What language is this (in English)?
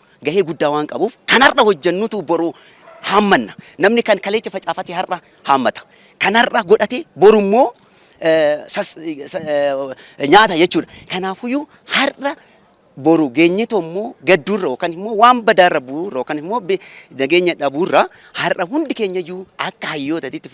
Oromo